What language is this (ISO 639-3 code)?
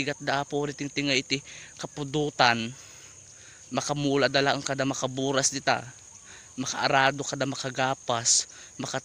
ilo